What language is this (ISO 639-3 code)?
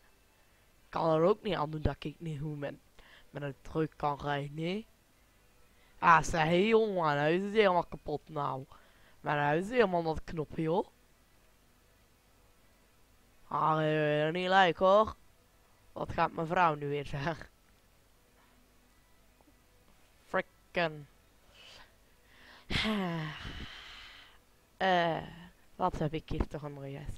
nld